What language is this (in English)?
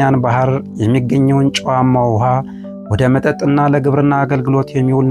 Amharic